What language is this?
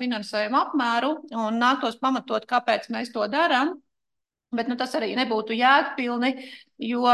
Latvian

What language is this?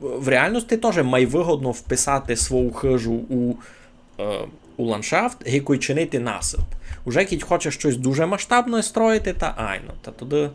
Rusyn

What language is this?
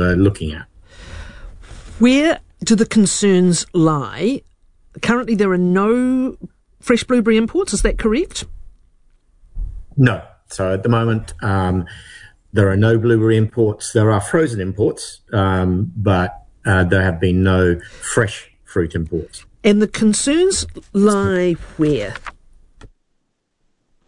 English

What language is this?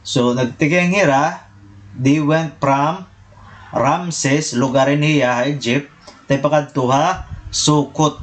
Waray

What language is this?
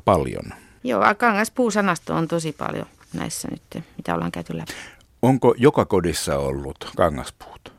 Finnish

